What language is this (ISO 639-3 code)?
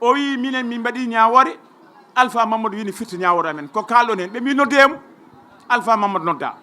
ful